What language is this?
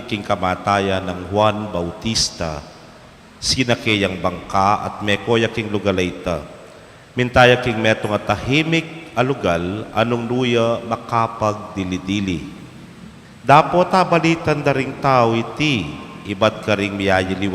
Pampanga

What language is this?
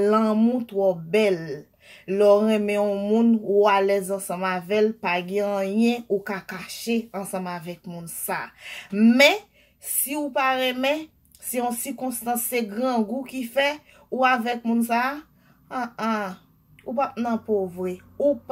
Haitian Creole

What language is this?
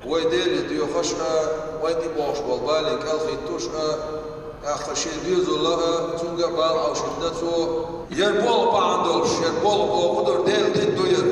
Chechen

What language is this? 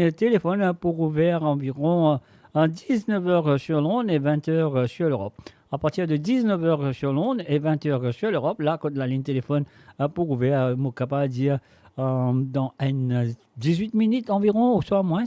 Morisyen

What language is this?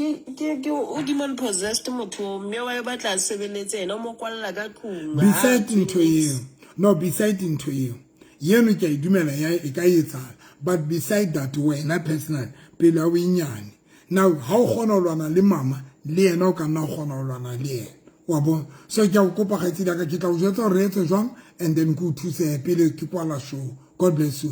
Southern Sotho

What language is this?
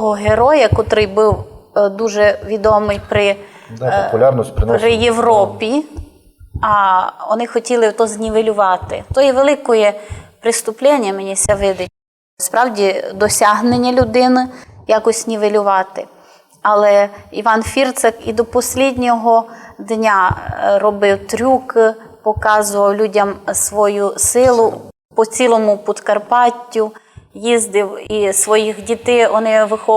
Rusyn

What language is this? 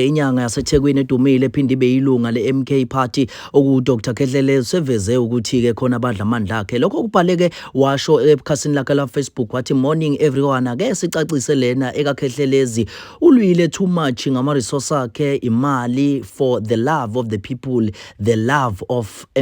Zulu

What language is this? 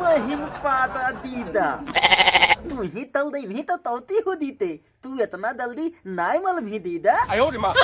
Magahi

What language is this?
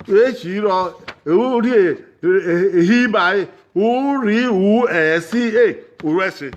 Bini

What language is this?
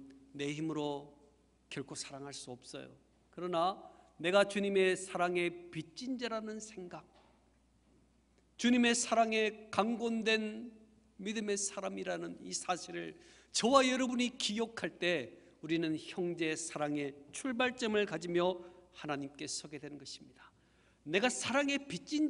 Korean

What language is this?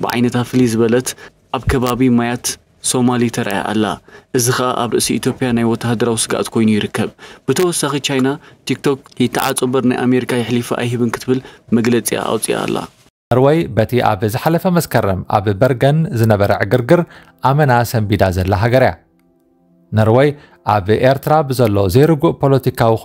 Tigrinya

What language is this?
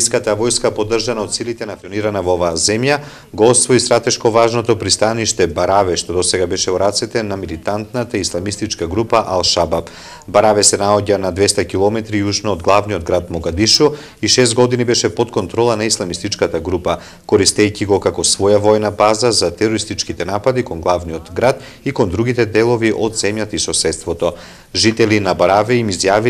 Macedonian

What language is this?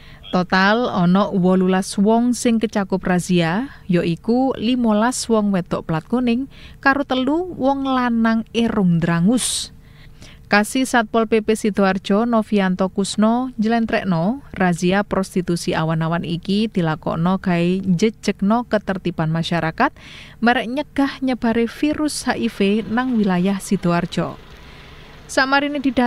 Javanese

